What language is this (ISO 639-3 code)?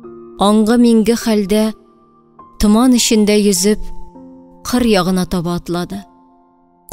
tat